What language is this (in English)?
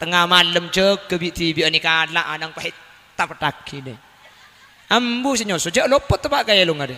Madurese